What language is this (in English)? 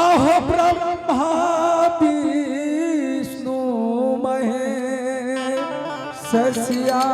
Angika